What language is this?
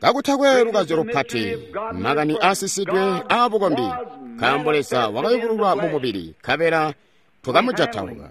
Tonga (Zambia)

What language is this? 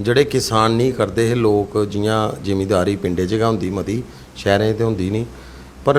Dogri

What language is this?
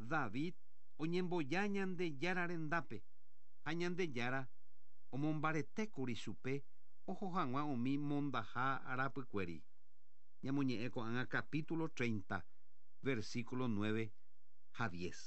Guarani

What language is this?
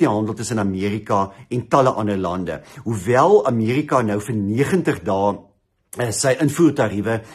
Afrikaans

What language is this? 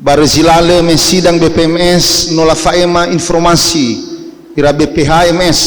Nias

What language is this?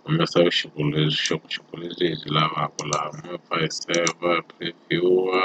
Tsonga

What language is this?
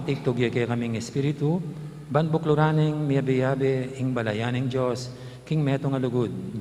Pampanga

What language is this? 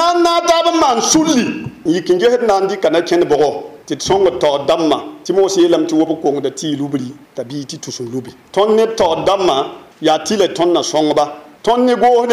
Mossi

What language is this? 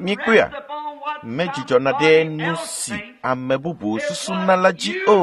Ewe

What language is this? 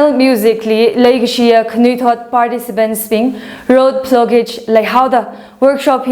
Tangkhul Naga (India)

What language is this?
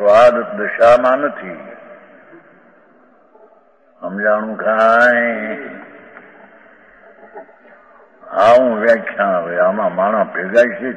Gujarati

